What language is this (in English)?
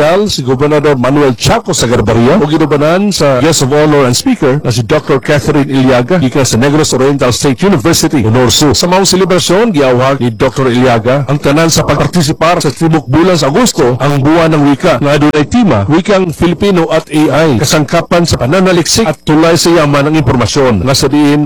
Cebuano